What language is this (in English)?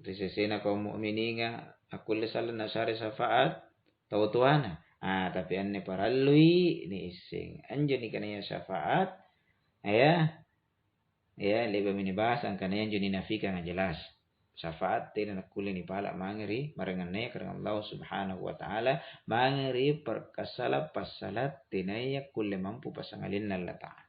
Makasar